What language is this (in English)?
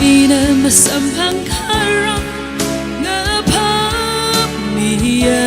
Tangkhul Naga (India)